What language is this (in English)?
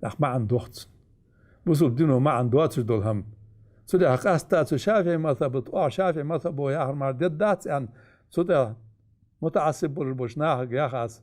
Ingush